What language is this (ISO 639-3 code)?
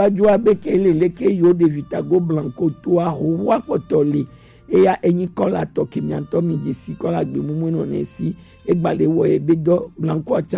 gej